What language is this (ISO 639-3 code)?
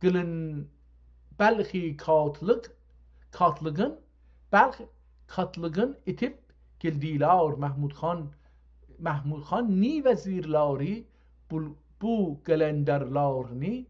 azb